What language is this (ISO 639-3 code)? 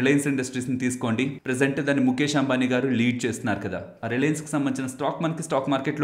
tel